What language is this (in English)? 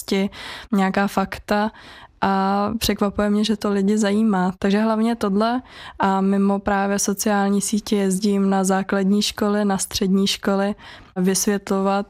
Czech